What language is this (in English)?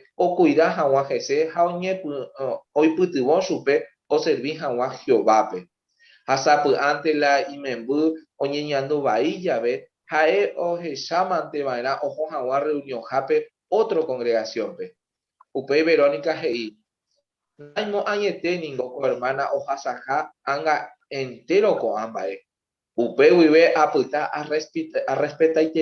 Guarani